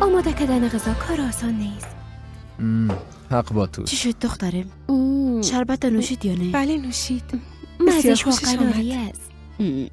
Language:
Persian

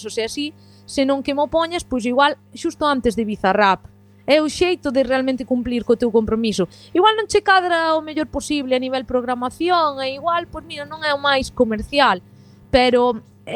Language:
Galician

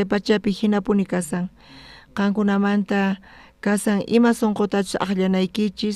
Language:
South Bolivian Quechua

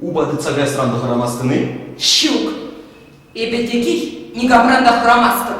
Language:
Chuvash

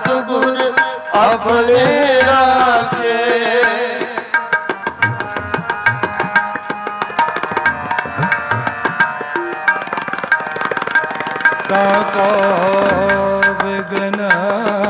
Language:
Punjabi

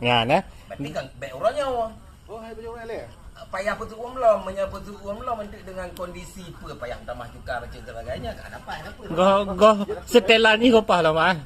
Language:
Achinese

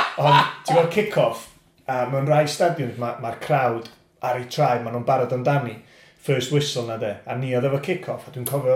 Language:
Welsh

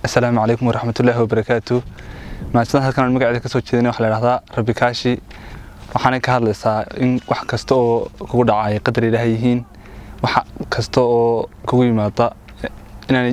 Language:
Somali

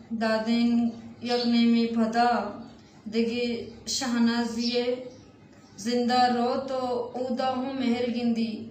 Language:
Baluchi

